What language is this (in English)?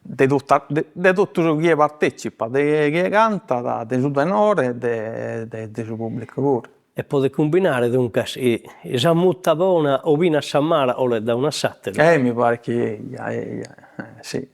Sardinian